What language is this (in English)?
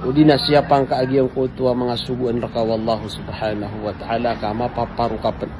Maranao